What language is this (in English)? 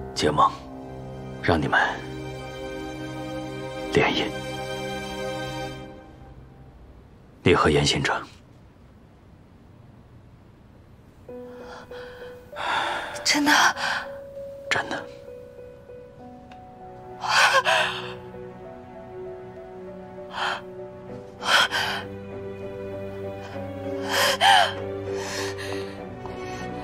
Chinese